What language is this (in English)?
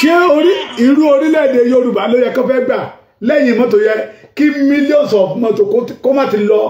Yoruba